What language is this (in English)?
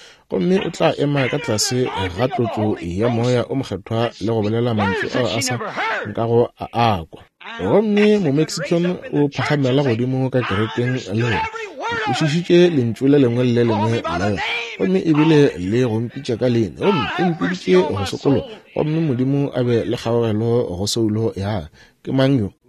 Northern Sotho